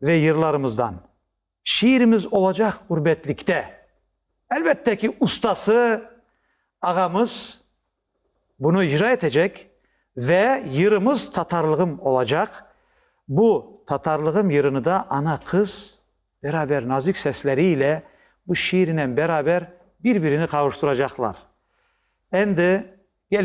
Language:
Crimean Tatar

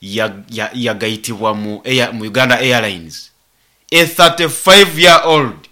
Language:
Nyoro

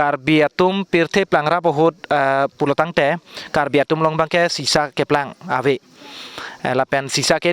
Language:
Karbi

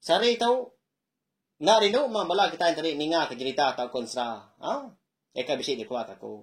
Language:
Iban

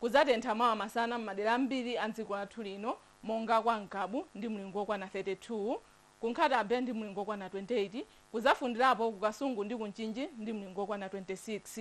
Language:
Nyanja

